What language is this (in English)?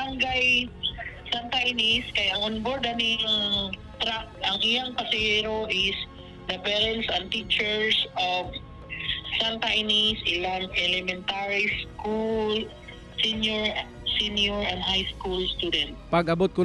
Cebuano